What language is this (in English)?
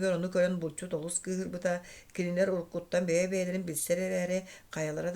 Yakut